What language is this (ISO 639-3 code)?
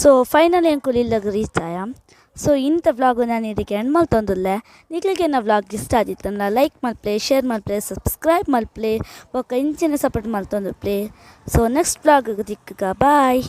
tcy